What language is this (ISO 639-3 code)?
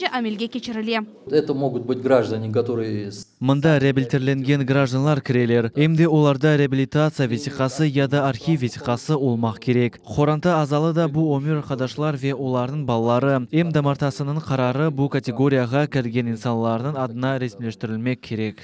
crh